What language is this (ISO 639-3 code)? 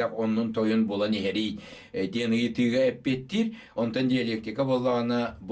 sah